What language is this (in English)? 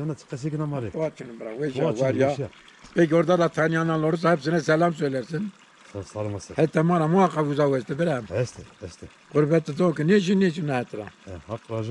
Zaza